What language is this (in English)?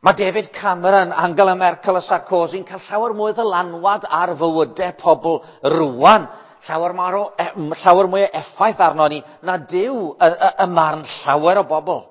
Welsh